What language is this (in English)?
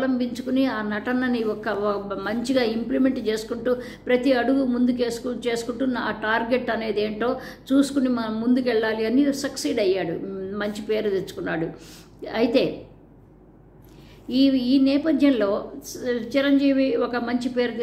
Telugu